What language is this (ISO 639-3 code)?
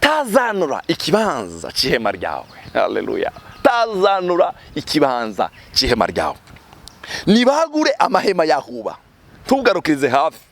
run